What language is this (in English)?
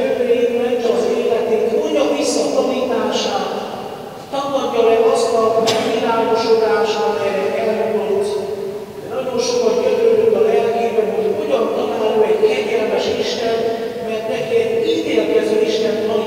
Hungarian